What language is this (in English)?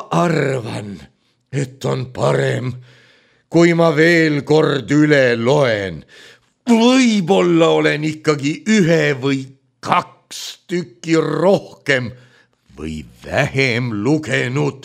Estonian